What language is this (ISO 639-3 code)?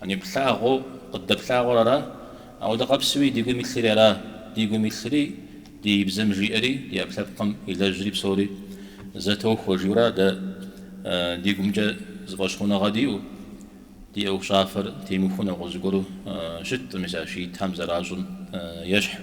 kbd